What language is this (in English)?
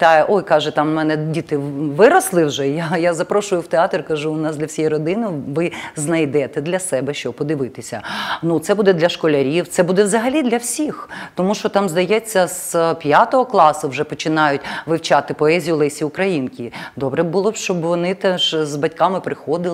Ukrainian